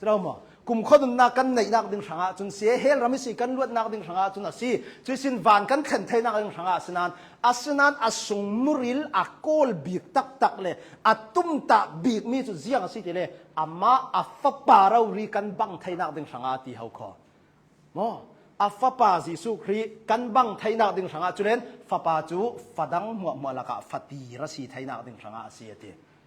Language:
Hakha Chin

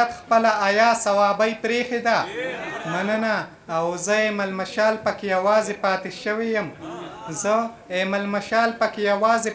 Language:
Pashto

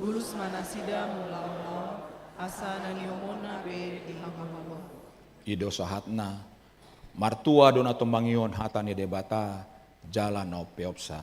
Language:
Batak Toba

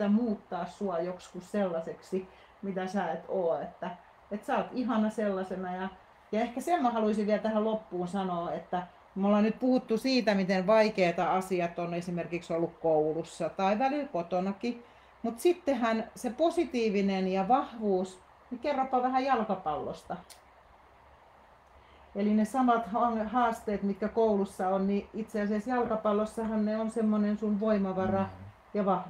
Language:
Finnish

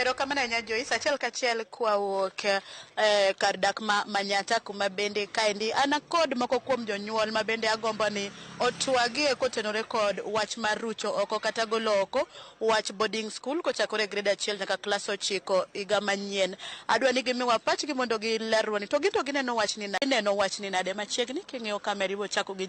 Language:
Luo (Kenya and Tanzania)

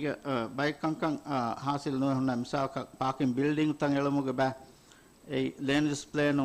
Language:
Divehi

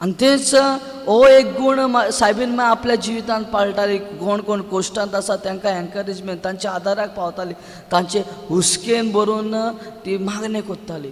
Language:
Konkani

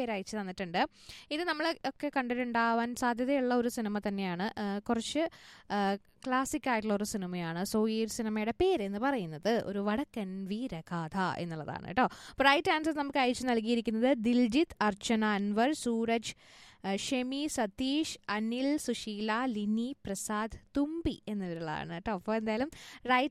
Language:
Malayalam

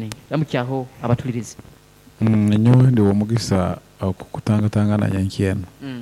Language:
Nyoro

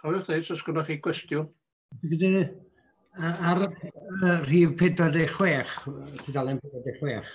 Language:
Welsh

